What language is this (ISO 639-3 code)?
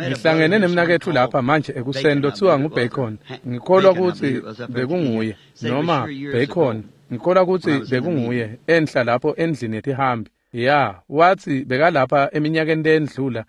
ssw